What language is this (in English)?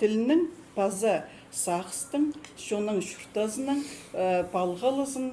Khakas